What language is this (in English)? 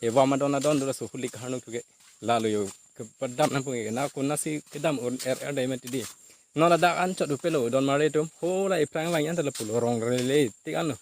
Karbi